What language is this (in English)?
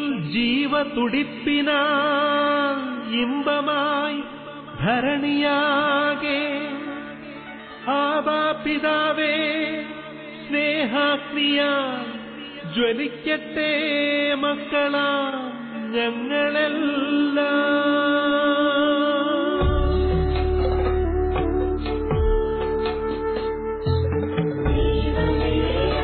Malayalam